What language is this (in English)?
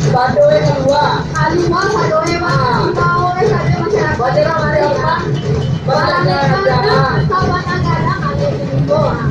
Minangkabau